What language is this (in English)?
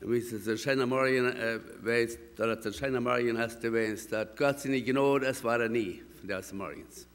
Plautdietsch